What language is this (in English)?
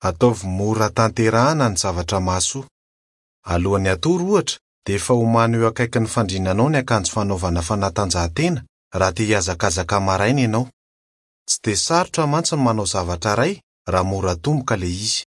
Malagasy